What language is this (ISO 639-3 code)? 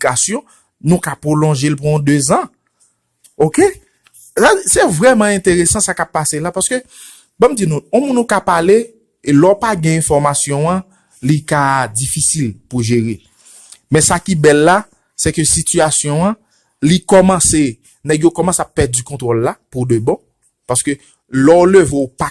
hat